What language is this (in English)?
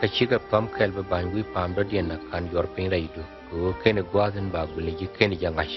Nuer